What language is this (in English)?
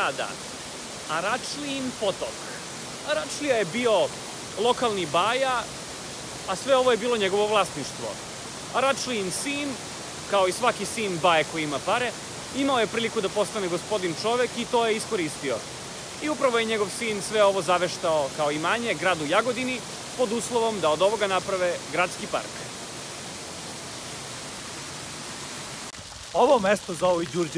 Serbian